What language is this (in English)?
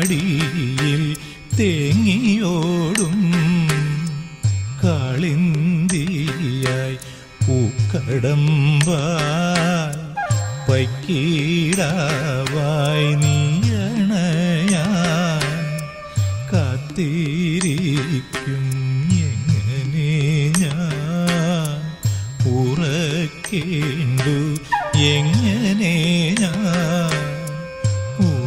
Malayalam